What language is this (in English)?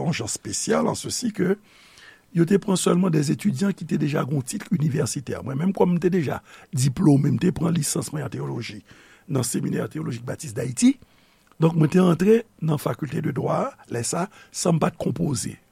Haitian Creole